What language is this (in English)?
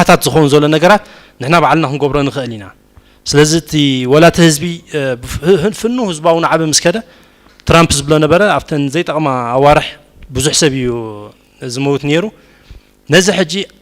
Tigrinya